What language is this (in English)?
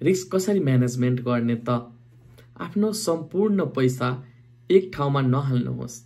Nepali